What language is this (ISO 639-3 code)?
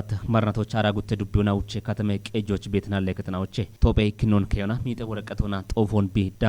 kbr